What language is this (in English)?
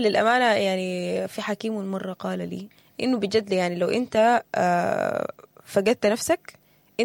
Sudanese Arabic